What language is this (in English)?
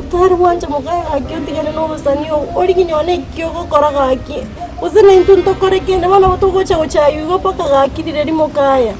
Gusii